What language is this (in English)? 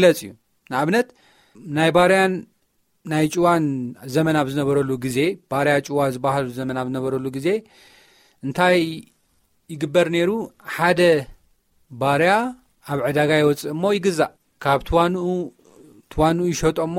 Tigrinya